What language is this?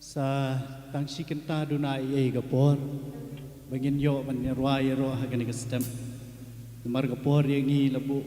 Khasi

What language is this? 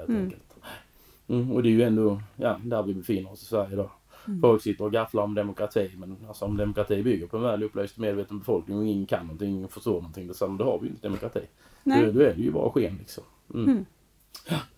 Swedish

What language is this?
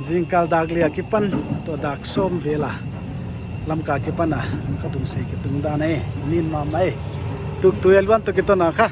Paite Chin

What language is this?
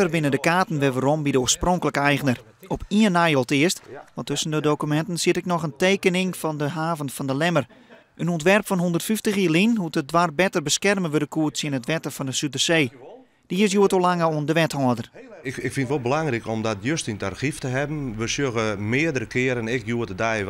Western Frisian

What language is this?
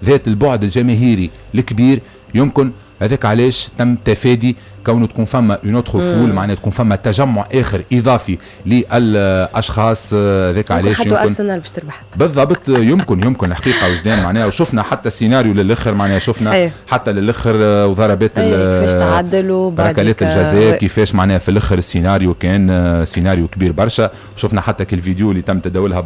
Tunisian Arabic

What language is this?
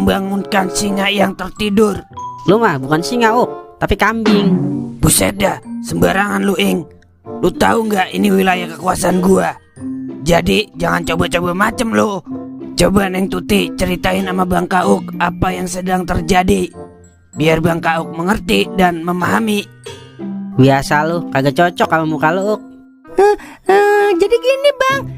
Betawi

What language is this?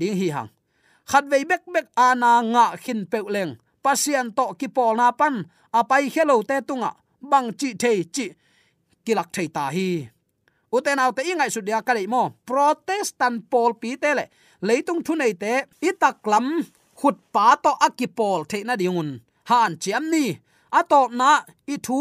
Tedim Chin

